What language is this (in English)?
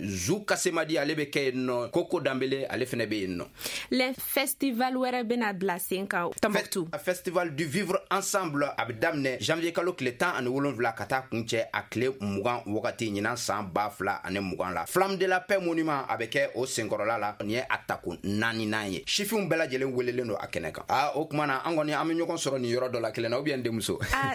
Bambara